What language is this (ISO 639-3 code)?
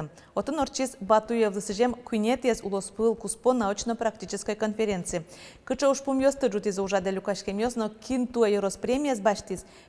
udm